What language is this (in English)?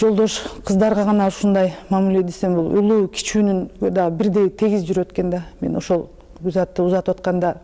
Kyrgyz